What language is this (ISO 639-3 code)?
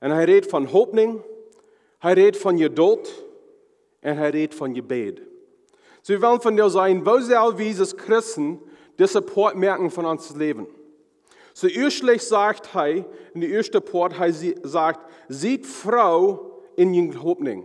pdt